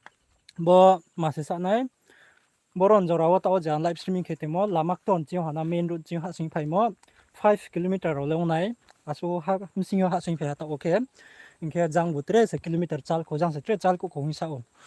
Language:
Riang (India)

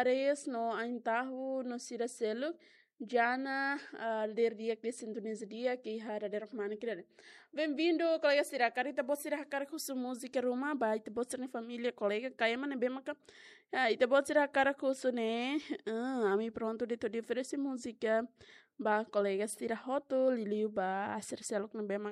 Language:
Tetum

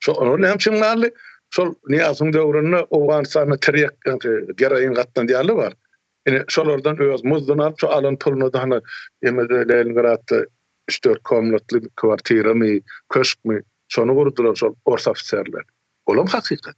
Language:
Turkmen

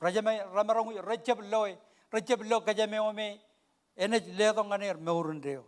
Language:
Marshallese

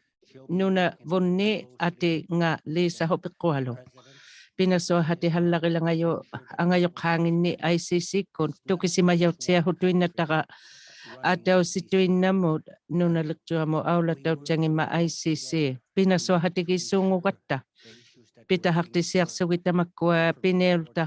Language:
Inuktitut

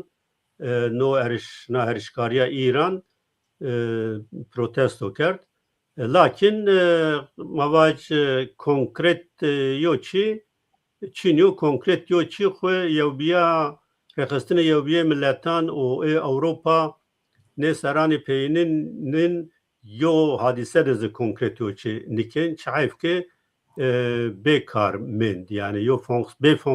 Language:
Zaza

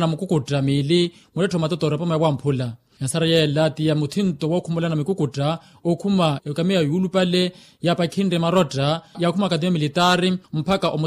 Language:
Makhuwa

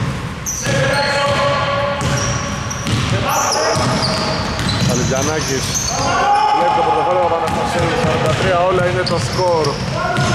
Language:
Greek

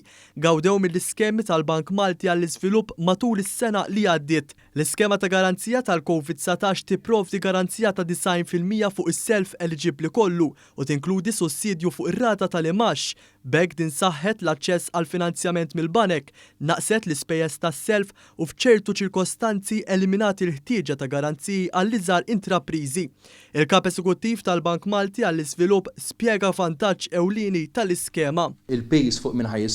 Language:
Maltese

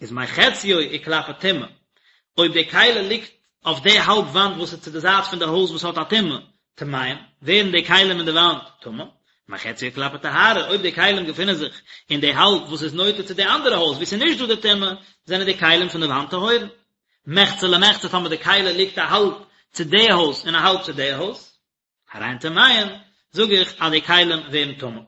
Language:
Yiddish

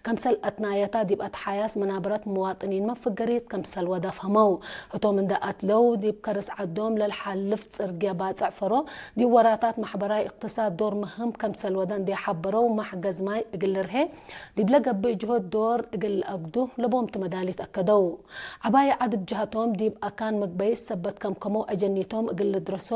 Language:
Tigre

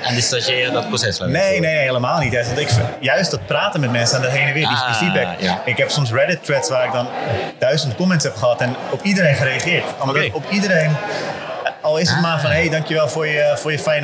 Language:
Dutch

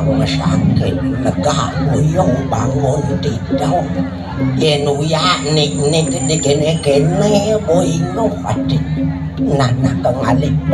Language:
Balinese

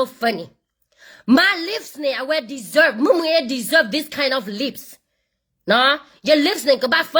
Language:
S'gaw Karen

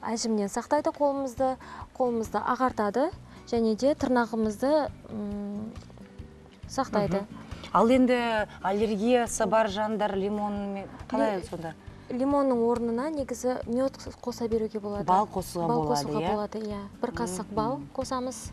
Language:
Kazakh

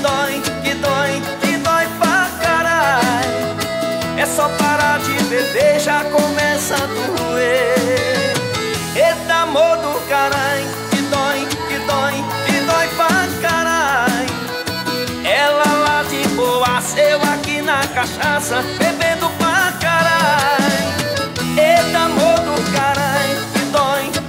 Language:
Portuguese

